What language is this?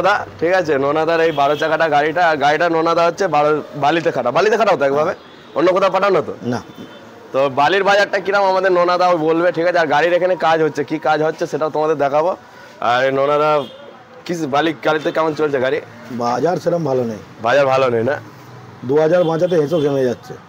Bangla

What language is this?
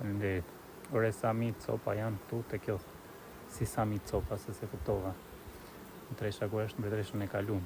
Albanian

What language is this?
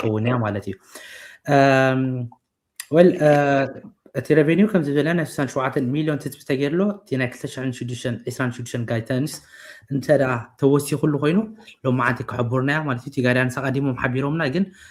Tigrinya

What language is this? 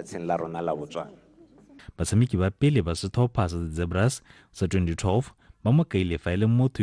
Tswana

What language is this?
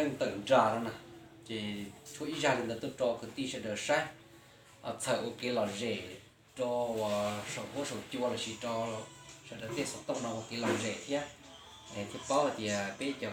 Hmong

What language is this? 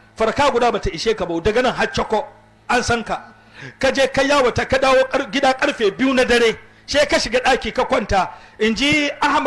Hausa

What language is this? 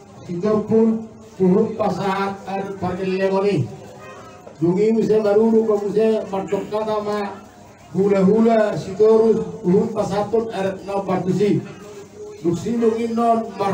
Batak Toba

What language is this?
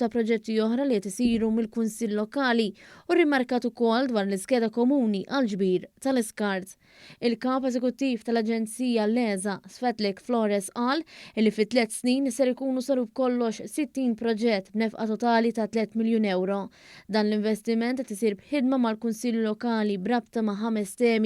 Maltese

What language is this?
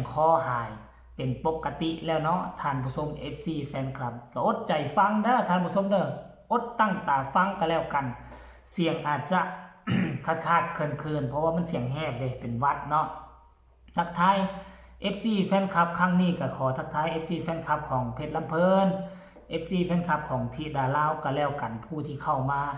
Northeastern Thai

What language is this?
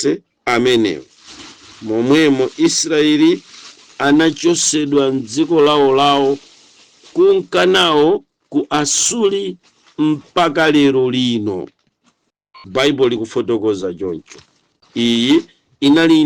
Nyanja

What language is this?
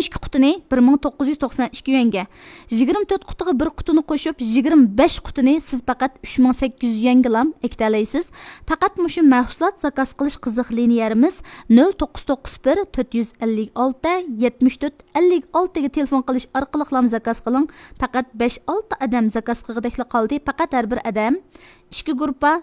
Uyghur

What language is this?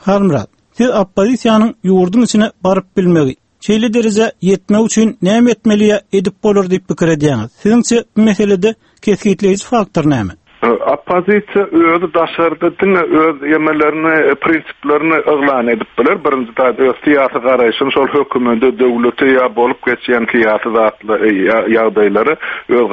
Turkmen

